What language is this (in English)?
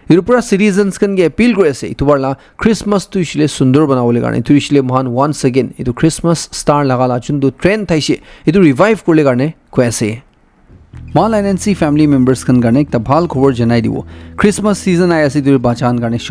Naga Pidgin